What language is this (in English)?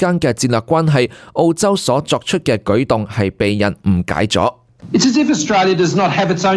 Cantonese